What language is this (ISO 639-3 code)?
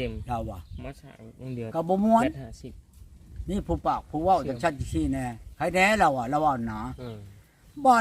tts